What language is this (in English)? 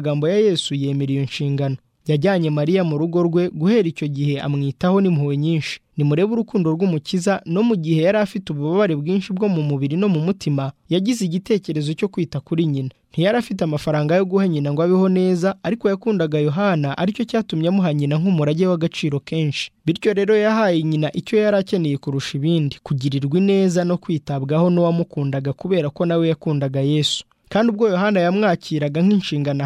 Kinyarwanda